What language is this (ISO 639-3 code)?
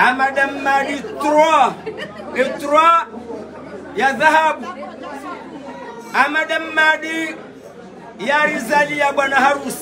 swa